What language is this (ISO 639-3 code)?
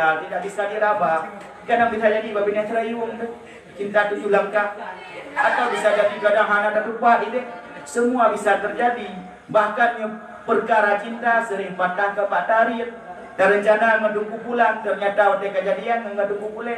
ace